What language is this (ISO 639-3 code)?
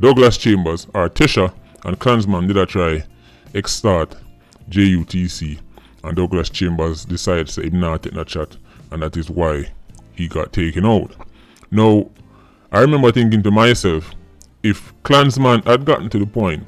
jam